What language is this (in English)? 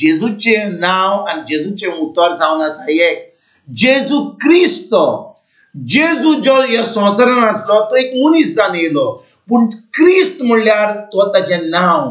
Konkani